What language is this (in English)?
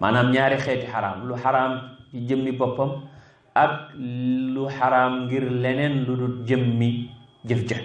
Wolof